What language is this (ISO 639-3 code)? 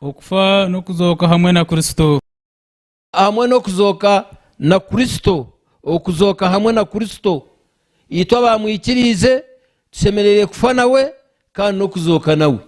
nyn